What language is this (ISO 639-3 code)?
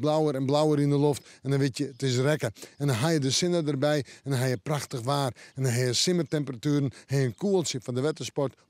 fry